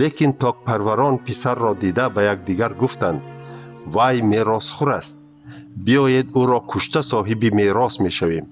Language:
Tajik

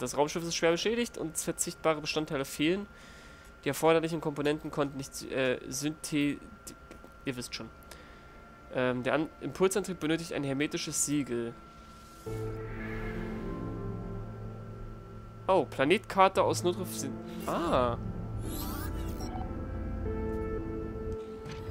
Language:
German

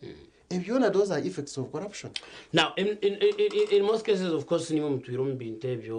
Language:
Nyankole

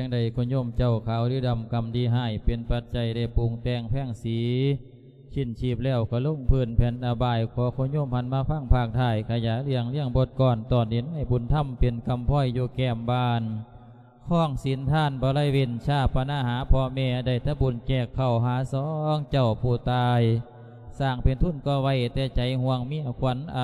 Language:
Lao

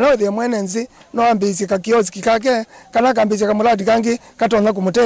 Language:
Kamba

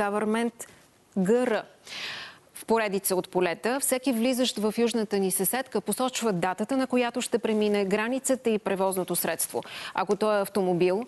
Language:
Bulgarian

